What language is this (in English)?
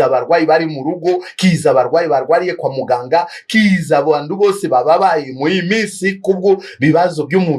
Kinyarwanda